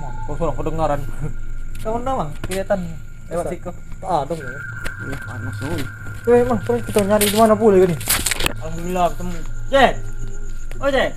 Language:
Musi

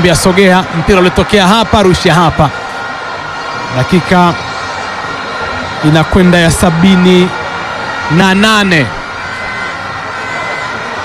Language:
Swahili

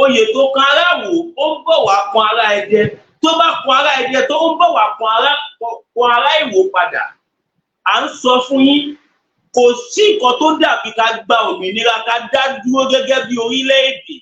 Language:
Yoruba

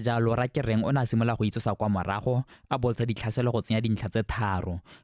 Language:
Tswana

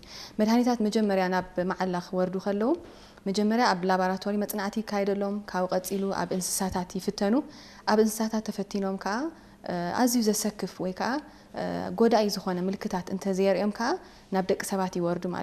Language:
Tigrinya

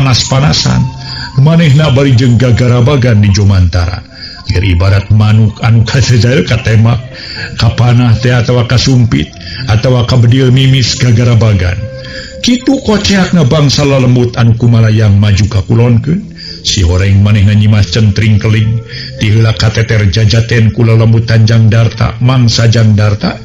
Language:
Sundanese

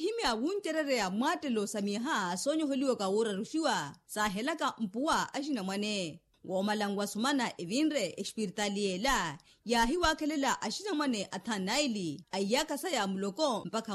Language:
Makhuwa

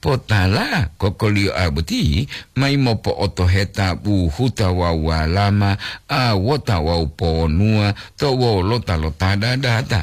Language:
Gorontalo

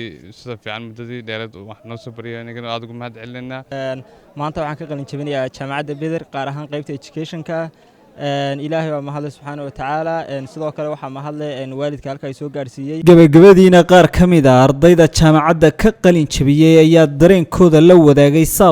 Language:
Somali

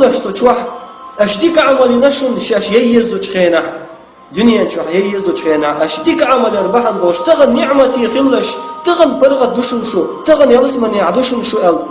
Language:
Chechen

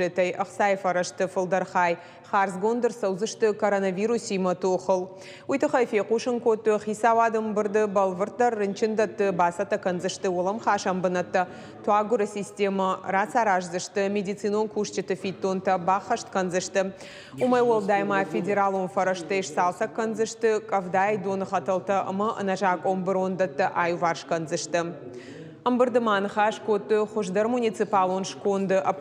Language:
Ossetic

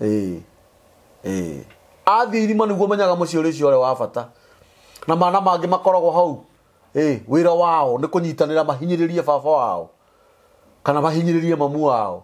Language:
Kikuyu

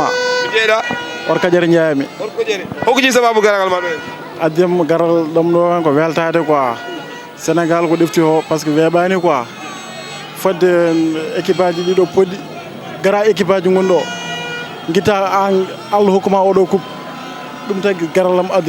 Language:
Fula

